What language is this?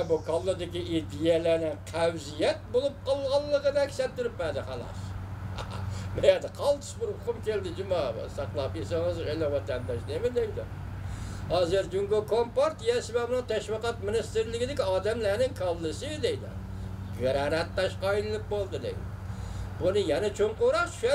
Uyghur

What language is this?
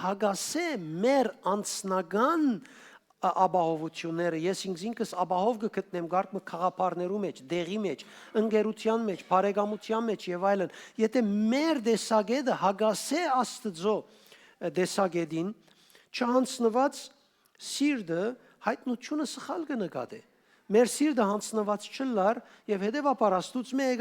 Western Armenian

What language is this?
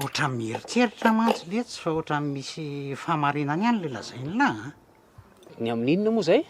Malagasy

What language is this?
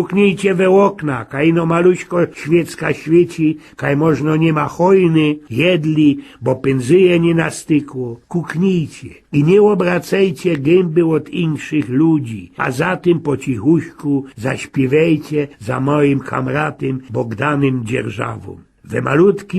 Silesian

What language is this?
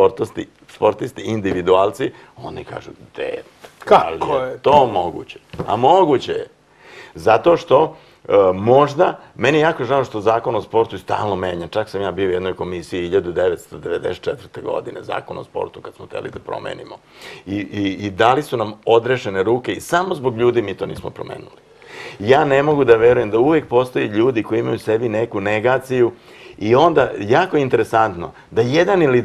Serbian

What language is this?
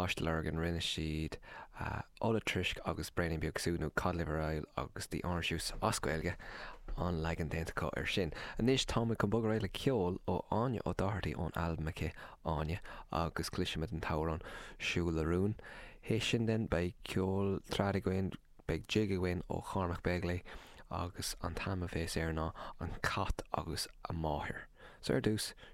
Irish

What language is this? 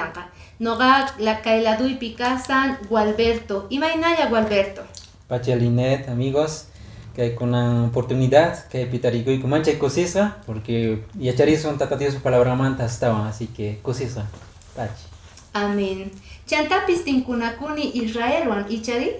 Quechua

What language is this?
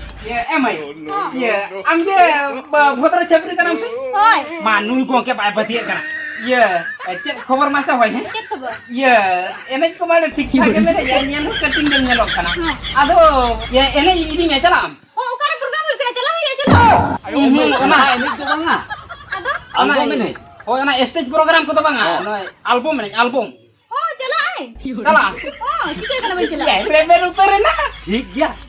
Santali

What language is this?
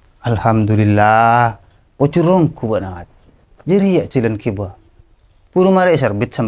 Madurese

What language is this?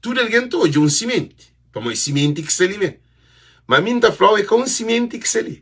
Kabuverdianu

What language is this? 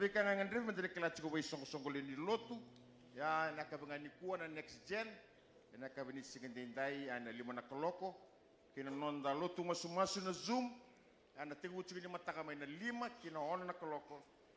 Fijian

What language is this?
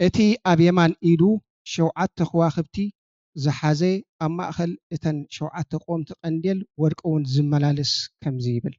Tigrinya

